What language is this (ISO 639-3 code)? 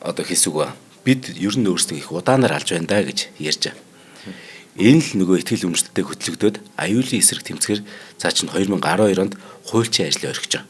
mon